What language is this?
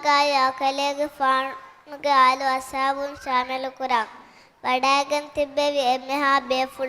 Divehi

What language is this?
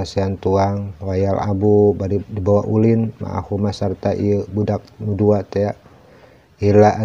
Sundanese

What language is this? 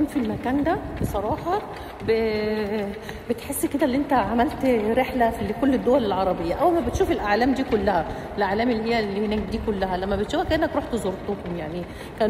Egyptian Arabic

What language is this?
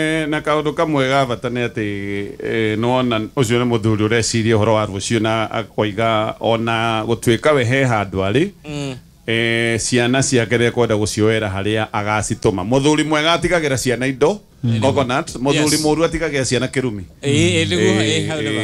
Kikuyu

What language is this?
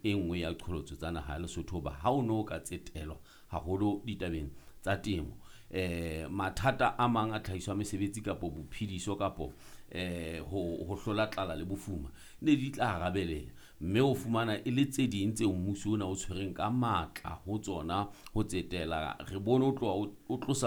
Southern Sotho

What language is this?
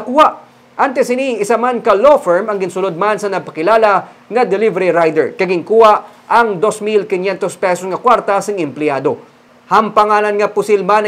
Hiligaynon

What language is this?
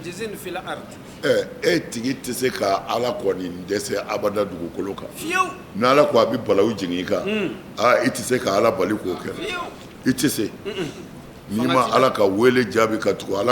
Bambara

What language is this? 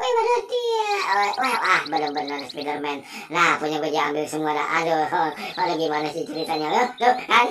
Betawi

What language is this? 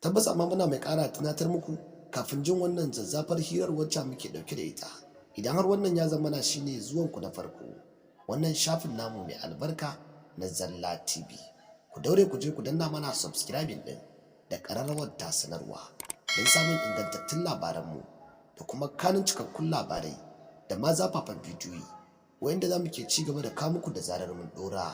Hausa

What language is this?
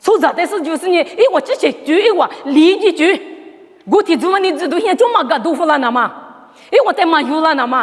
Lisu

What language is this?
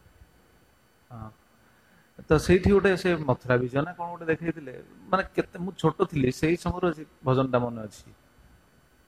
Odia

